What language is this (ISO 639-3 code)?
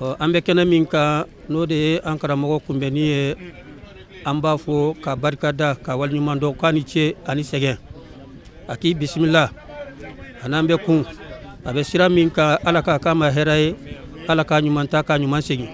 bam